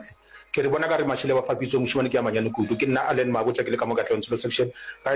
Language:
Northern Sotho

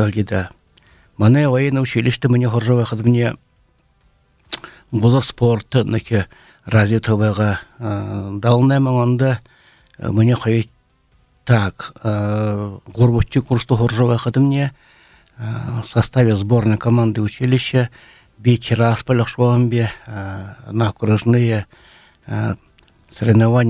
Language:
Buriat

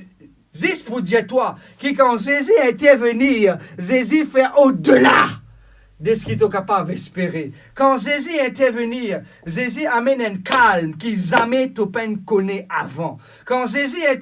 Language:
Morisyen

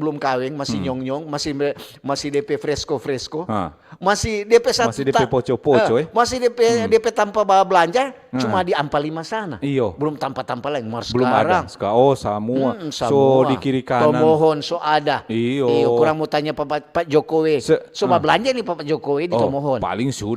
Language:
Manado Malay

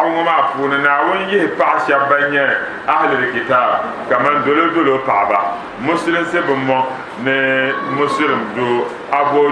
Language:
Dagbani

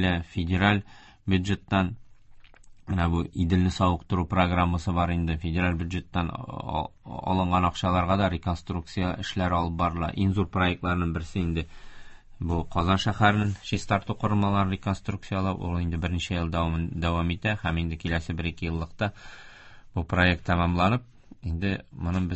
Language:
Tatar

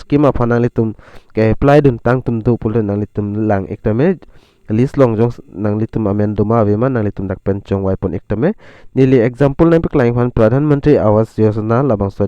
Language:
Karbi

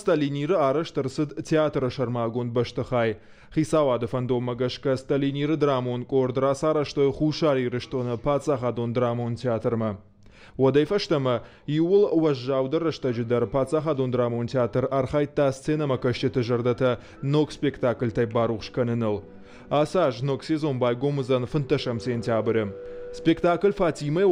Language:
Ossetic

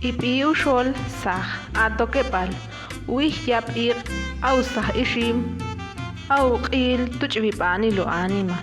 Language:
Ixil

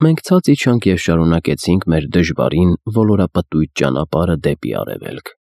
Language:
Armenian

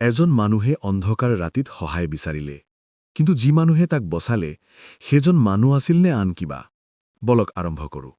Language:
Assamese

